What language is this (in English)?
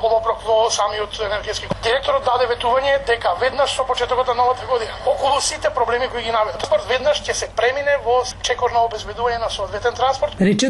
Macedonian